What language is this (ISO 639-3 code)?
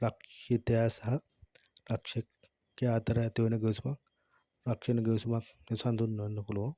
sin